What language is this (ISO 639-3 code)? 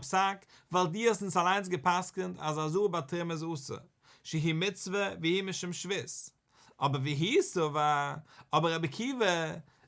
yid